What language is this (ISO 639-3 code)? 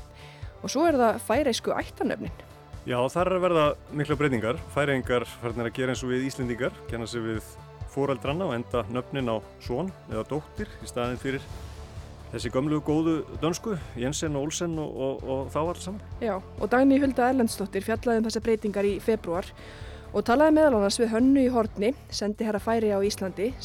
isl